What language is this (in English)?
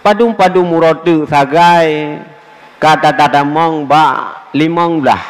Achinese